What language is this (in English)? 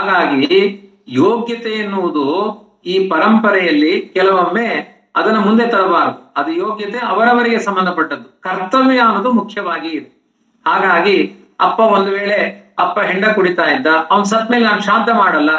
Kannada